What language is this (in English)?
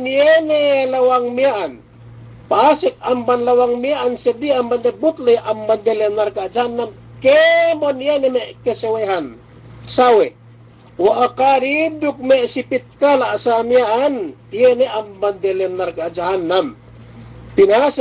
Yakan